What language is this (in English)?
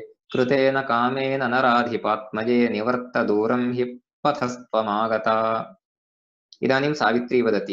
Sanskrit